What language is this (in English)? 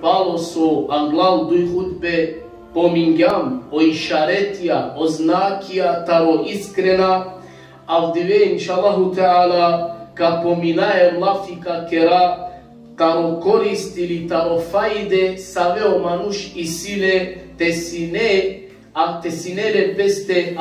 Balkan Romani